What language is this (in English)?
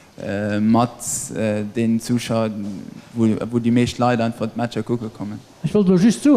Luxembourgish